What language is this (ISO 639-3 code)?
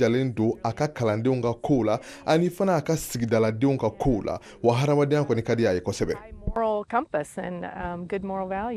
bam